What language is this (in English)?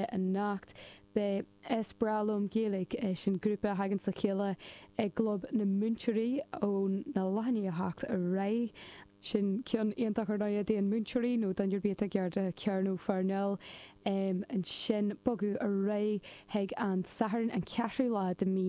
Irish